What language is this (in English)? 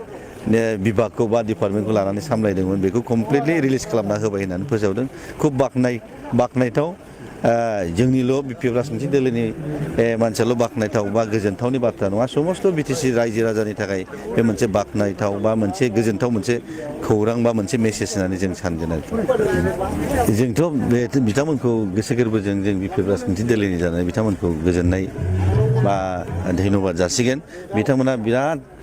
Bodo